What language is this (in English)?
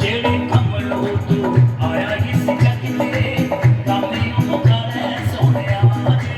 Dogri